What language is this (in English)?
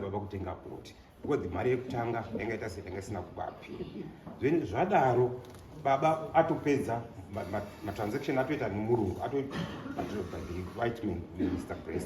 Shona